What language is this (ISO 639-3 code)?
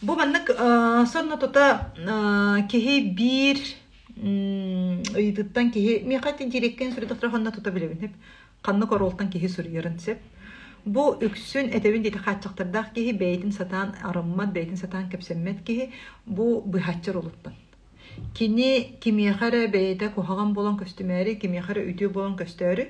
sah